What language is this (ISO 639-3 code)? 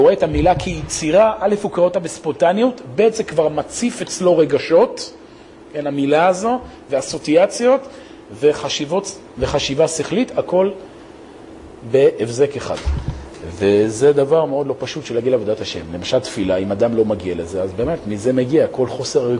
heb